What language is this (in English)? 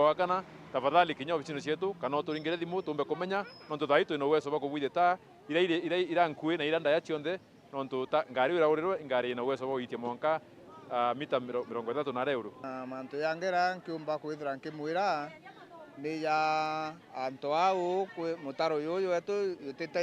Meru